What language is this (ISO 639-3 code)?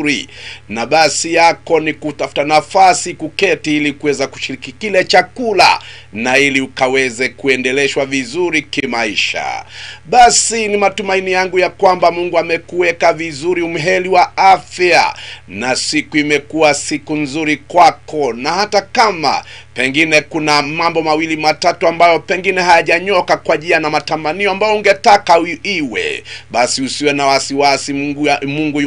swa